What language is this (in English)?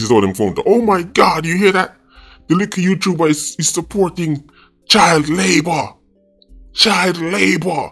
Jamaican Creole English